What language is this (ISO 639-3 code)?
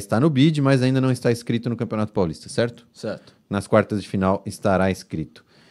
por